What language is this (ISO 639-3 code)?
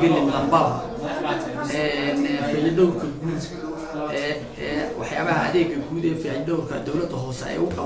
som